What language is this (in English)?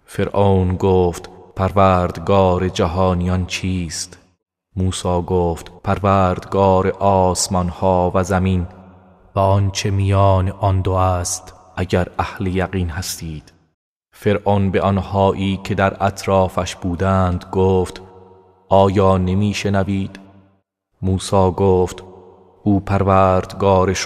Persian